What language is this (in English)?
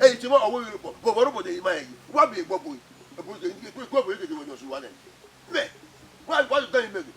Bini